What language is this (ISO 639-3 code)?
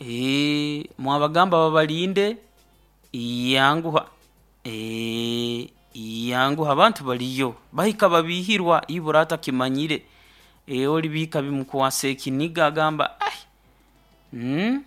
nyo